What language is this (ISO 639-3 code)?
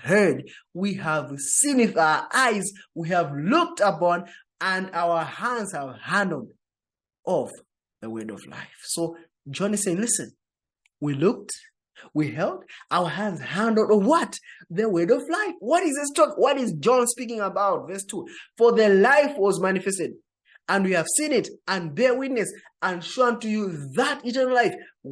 eng